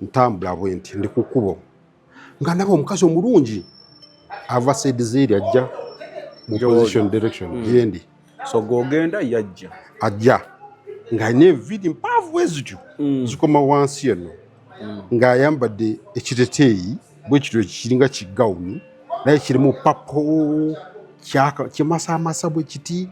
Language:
Ganda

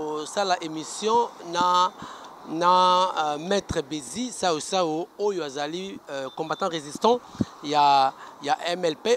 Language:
Lingala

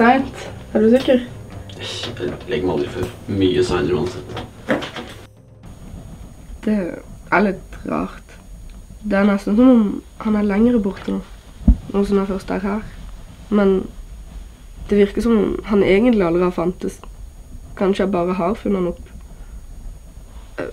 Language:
Norwegian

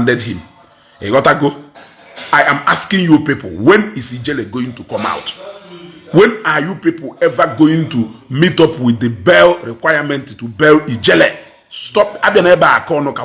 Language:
Igbo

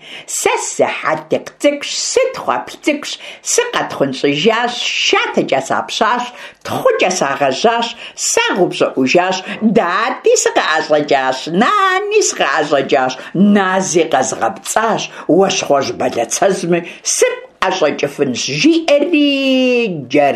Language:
Kabardian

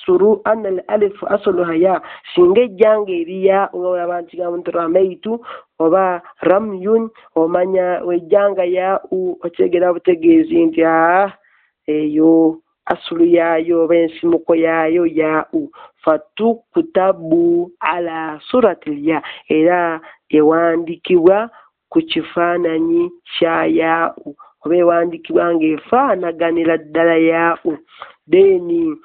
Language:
Ganda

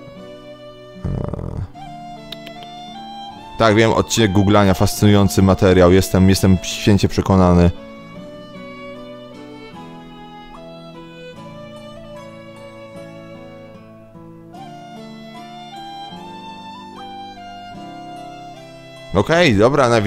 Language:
Polish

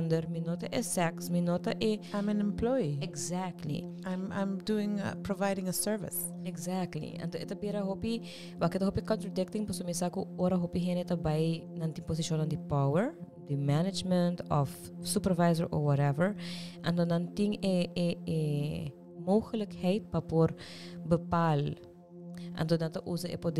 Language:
Papiamento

